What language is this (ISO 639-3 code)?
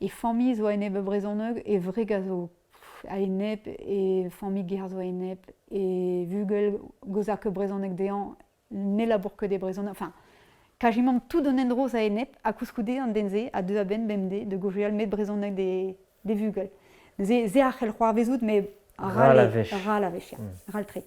bre